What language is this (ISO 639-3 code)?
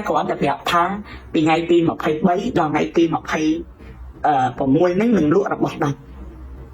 khm